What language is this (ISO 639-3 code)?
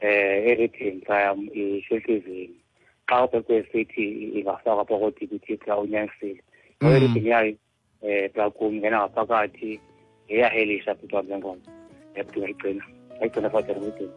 xho